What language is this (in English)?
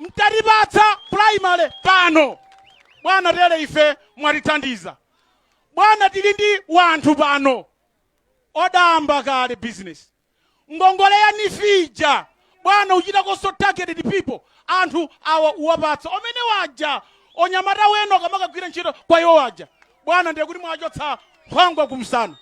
Nyanja